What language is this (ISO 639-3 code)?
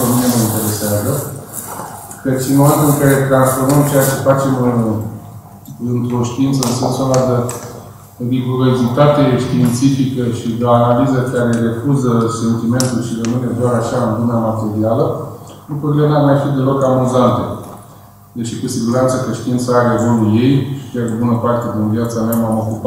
ron